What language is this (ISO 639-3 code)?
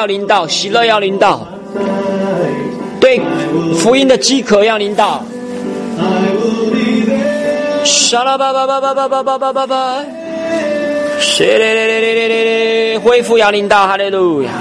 zho